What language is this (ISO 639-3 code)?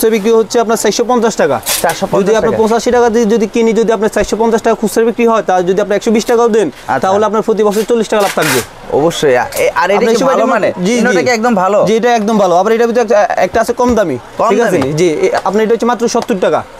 ben